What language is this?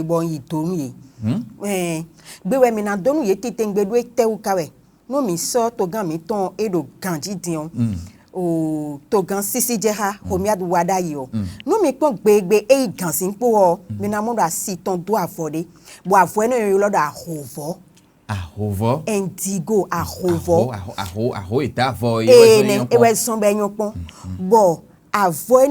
Fon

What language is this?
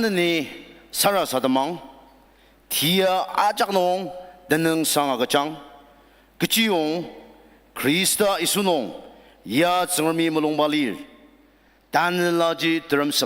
Ao Naga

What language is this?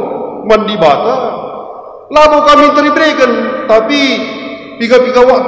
Batak Karo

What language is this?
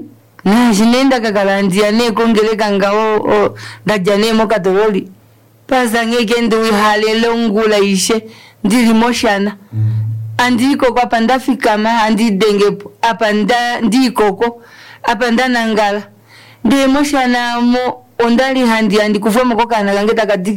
Kuanyama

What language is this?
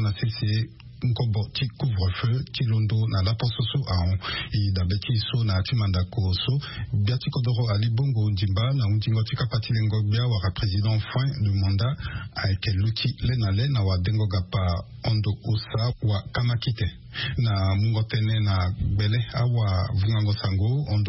Sango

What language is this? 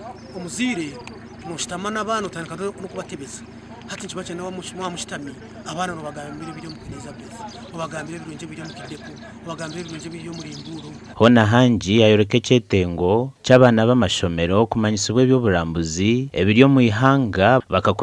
Nyankole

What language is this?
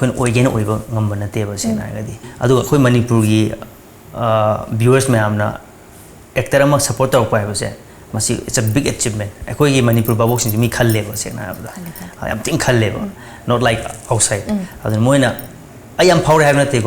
Manipuri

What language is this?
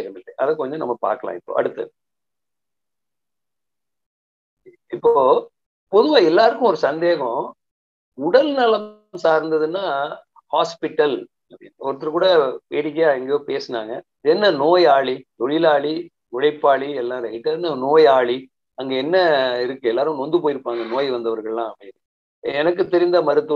Tamil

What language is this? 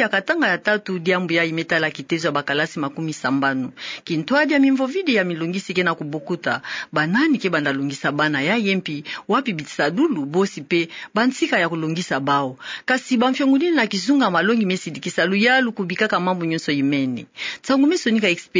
Kituba (Democratic Republic of Congo)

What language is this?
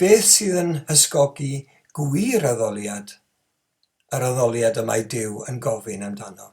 Welsh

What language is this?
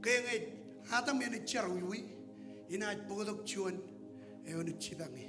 Marshallese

